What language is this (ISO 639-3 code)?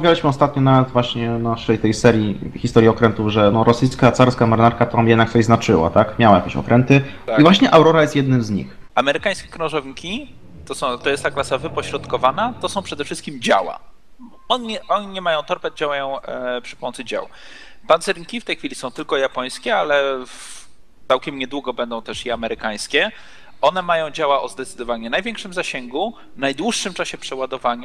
pol